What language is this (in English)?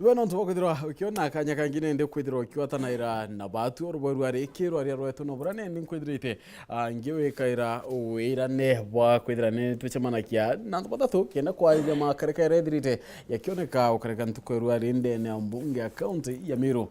Meru